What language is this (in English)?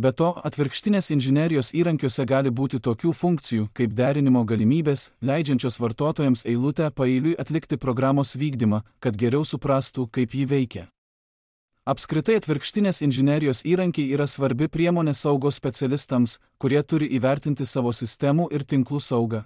Lithuanian